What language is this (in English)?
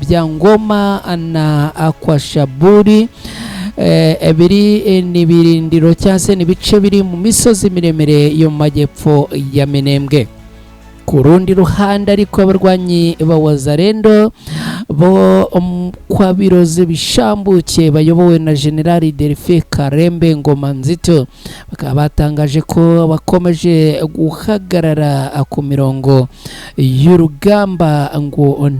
Kinyarwanda